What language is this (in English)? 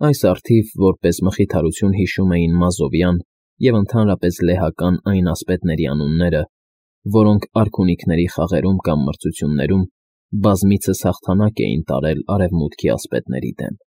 Armenian